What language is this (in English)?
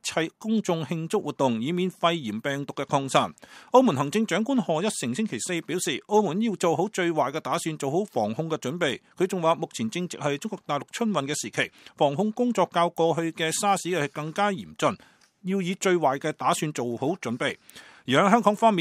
Cantonese